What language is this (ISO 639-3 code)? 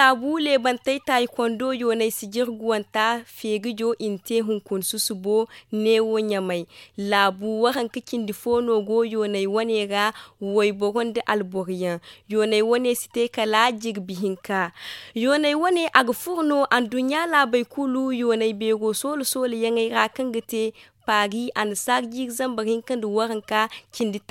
dje